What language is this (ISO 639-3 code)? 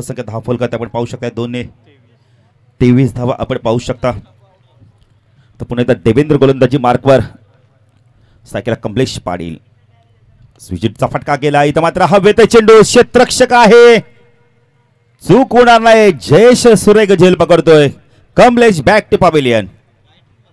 mar